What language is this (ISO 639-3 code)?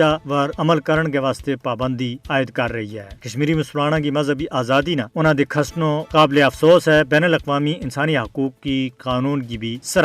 gju